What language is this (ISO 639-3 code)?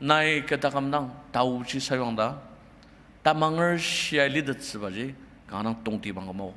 njo